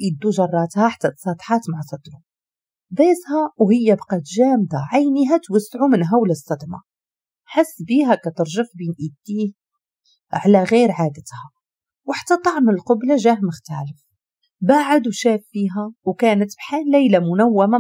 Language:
Moroccan Arabic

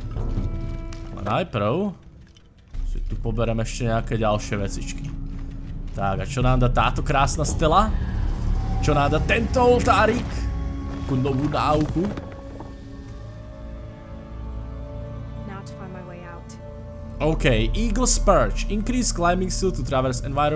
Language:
Slovak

